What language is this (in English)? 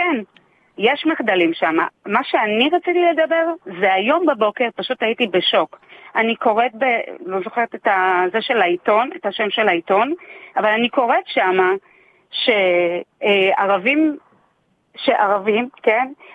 Hebrew